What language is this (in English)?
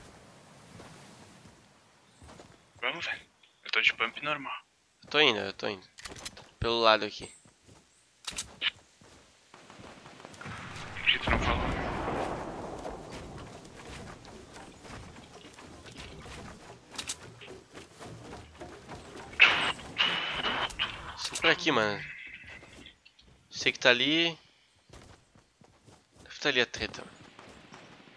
Portuguese